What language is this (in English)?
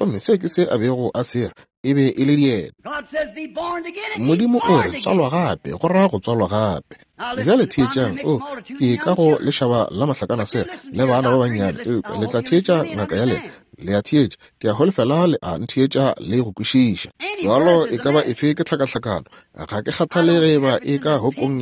Northern Sotho